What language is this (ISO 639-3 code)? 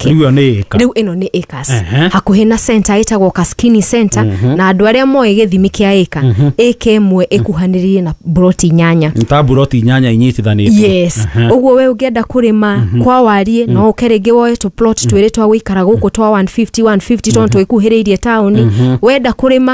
kik